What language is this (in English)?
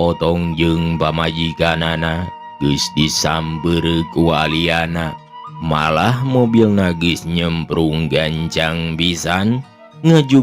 Sundanese